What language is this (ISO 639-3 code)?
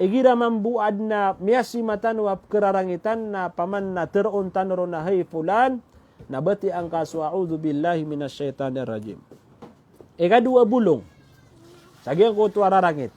mrw